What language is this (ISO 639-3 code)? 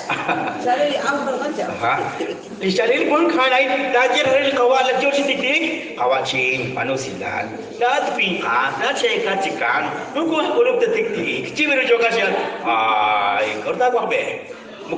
kek